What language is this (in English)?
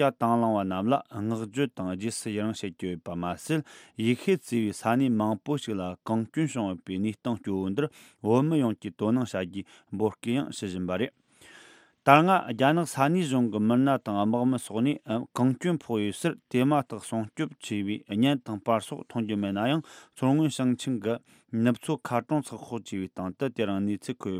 Tibetan